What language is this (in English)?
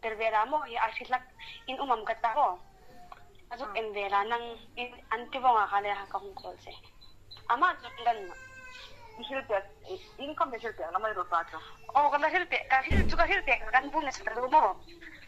Hmar